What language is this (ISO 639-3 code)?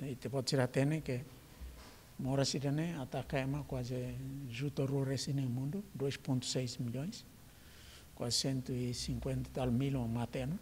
tet